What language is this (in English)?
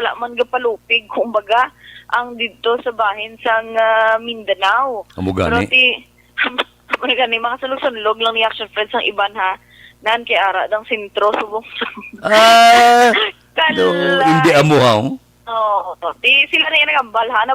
Hiligaynon